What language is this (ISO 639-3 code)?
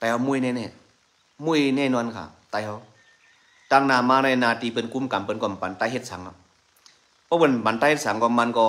shn